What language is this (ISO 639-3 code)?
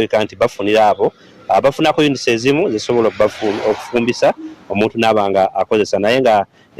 lug